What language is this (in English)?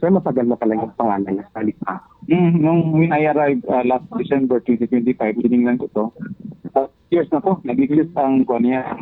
Filipino